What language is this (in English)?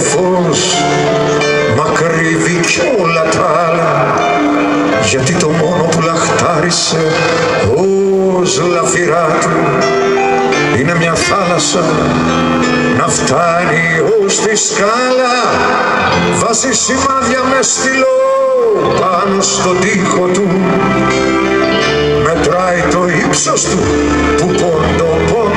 Greek